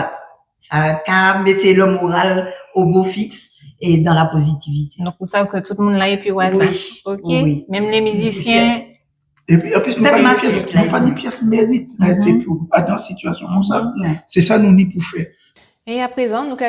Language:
Guadeloupean Creole French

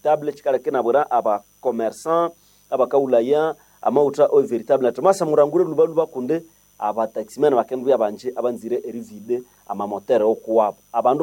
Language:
Nande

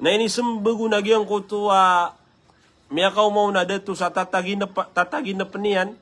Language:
Maranao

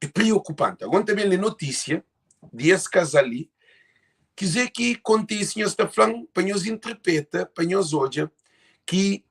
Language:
Kabuverdianu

